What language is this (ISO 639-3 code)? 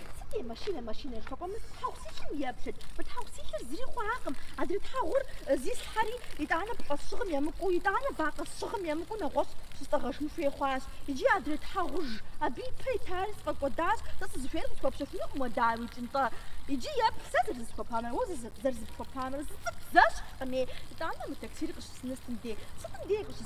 kbd